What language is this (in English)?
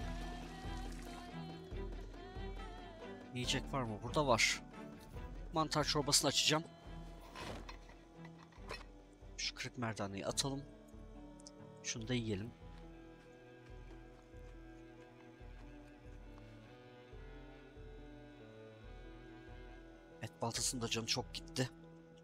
Turkish